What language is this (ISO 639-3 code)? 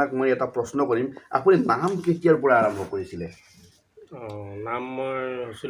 asm